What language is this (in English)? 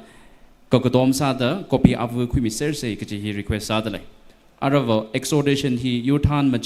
Tangkhul Naga (India)